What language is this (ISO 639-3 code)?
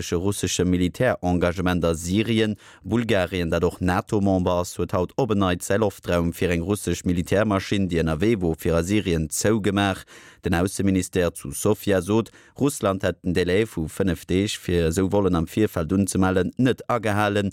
ltz